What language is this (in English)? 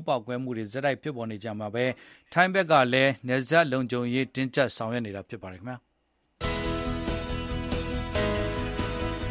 Burmese